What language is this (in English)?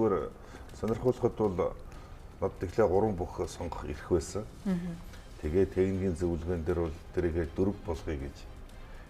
Mongolian